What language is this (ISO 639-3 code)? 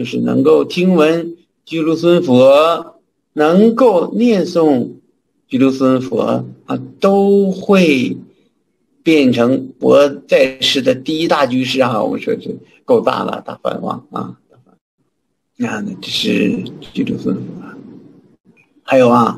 zho